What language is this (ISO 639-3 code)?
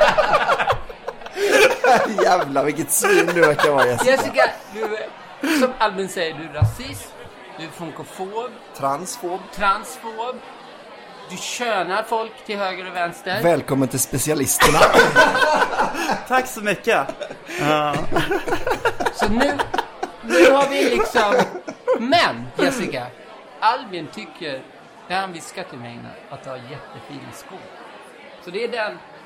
swe